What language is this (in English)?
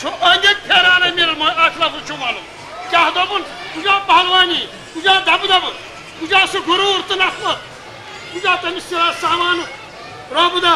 Kashmiri